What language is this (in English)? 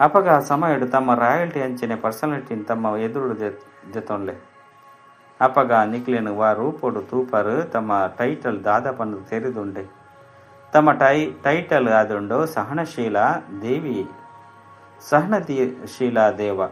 Tulu